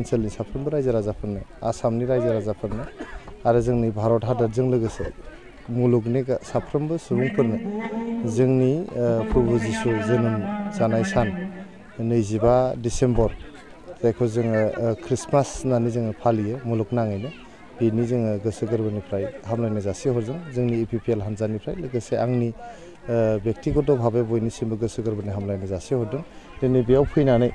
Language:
Bodo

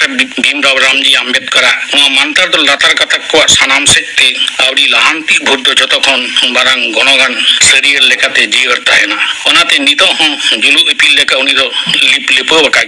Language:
Santali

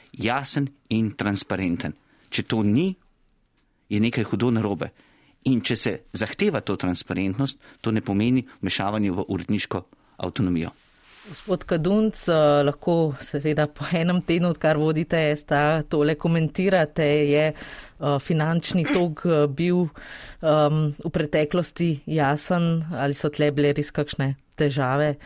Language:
Slovenian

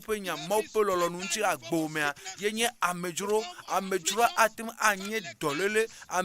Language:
Ewe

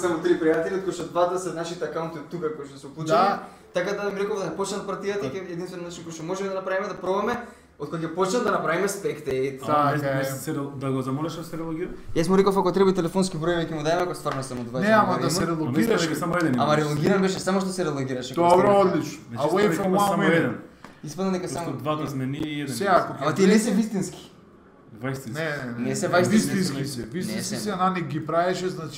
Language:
Macedonian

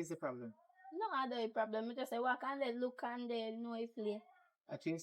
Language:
Jamaican Creole English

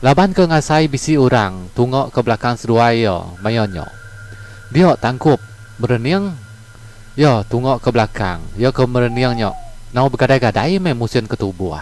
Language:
Iban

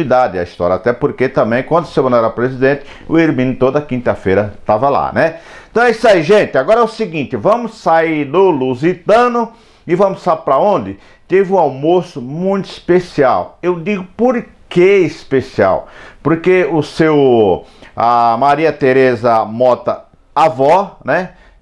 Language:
Portuguese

